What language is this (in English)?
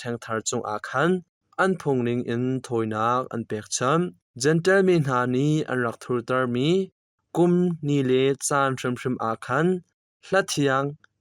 Hakha Chin